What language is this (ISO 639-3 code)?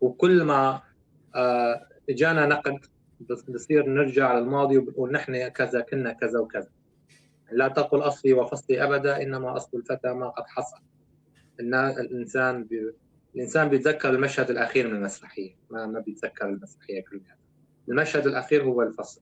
apc